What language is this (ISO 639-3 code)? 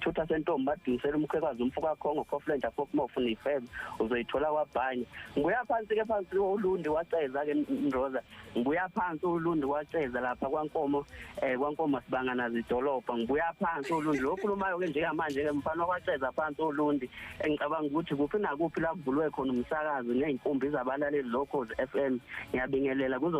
zul